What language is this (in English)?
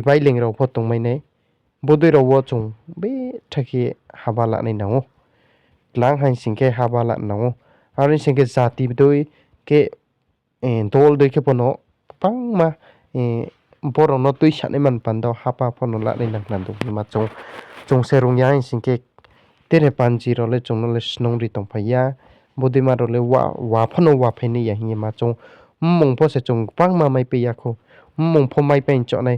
Riang (India)